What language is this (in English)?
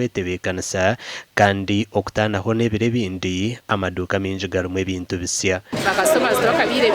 Nyankole